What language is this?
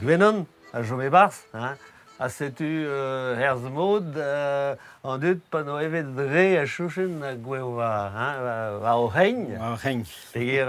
Breton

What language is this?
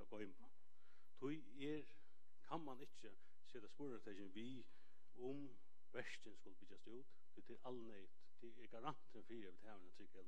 Faroese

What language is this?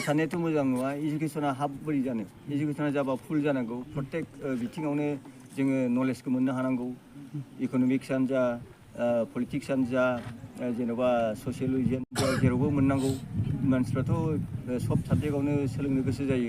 Bodo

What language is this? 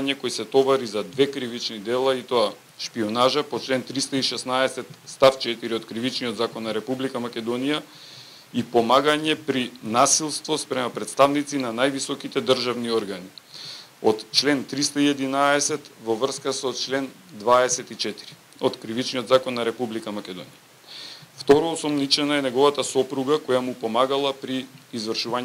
Macedonian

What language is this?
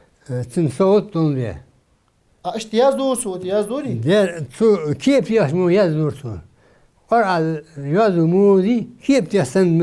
Ingush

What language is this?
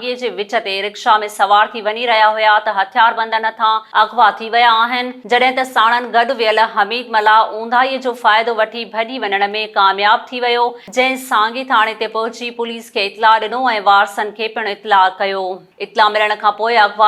Sindhi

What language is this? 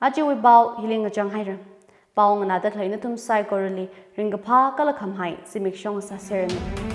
Tangkhul Naga (India)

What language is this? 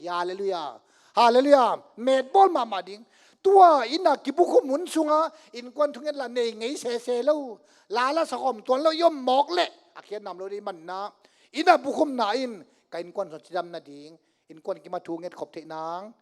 Tedim Chin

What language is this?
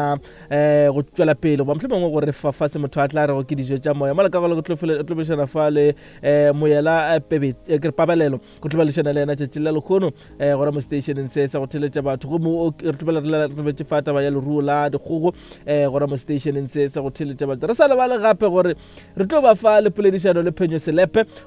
Northern Sotho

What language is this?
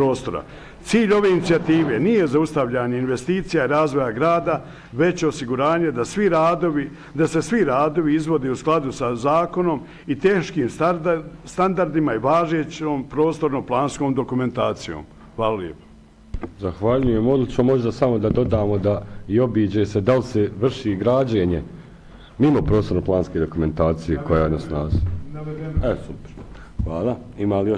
Bosnian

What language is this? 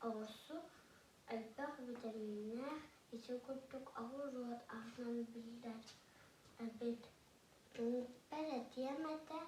Yakut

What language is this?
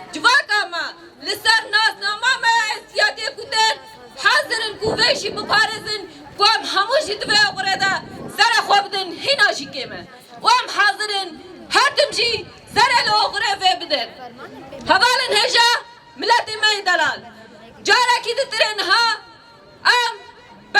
Kurdish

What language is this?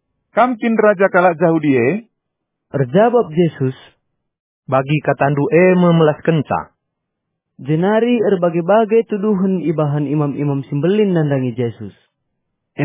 Batak Karo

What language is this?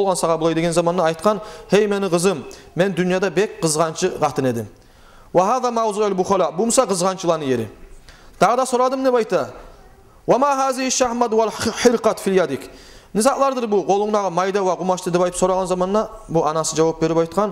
Kumyk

